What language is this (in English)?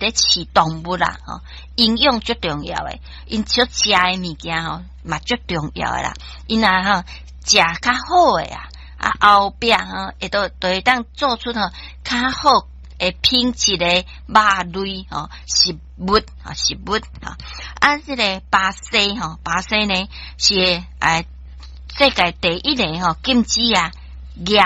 Min Nan Chinese